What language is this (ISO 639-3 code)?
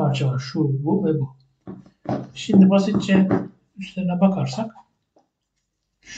tur